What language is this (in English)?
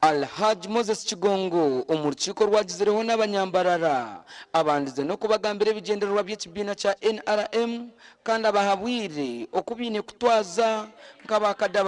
Nyankole